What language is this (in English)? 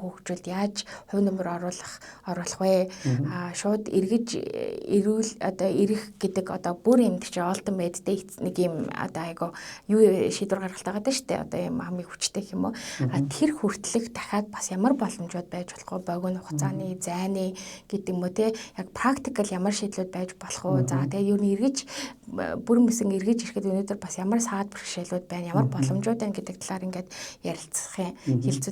Mongolian